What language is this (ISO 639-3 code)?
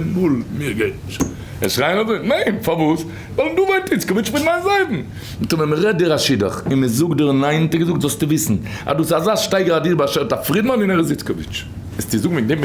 yid